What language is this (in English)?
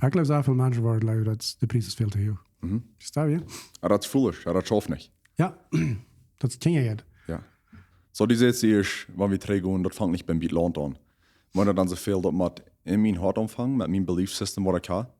Plautdietsch